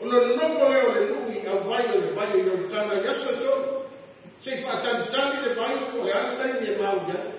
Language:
Samoan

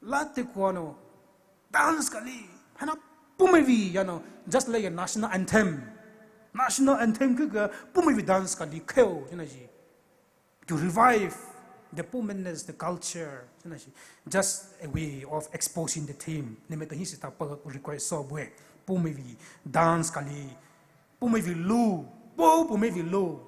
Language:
Poumei Naga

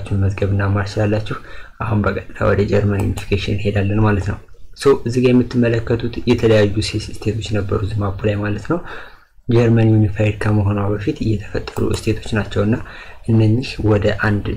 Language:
Amharic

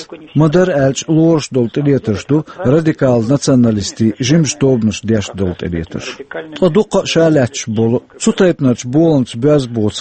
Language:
Chechen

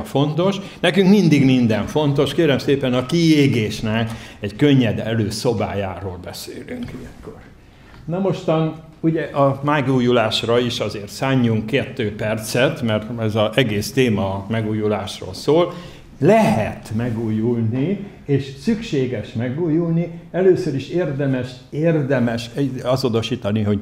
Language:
Hungarian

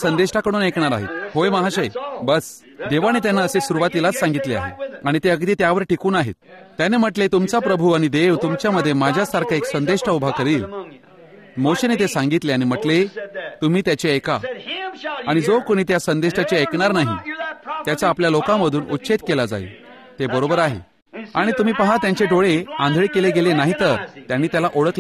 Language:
Marathi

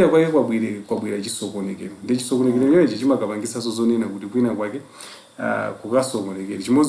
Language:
Nyanja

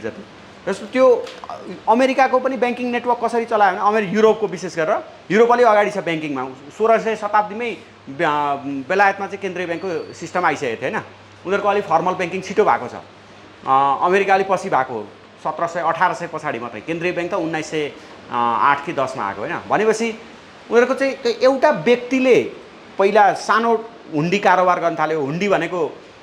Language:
Nepali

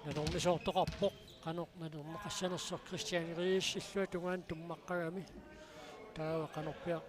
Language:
Kalaallisut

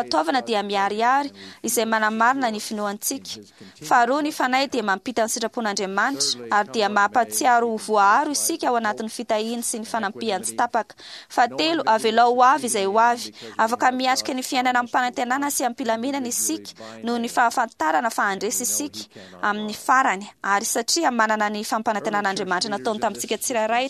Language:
Malagasy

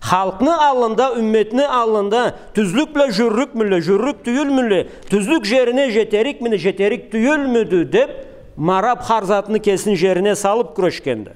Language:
Karachay-Balkar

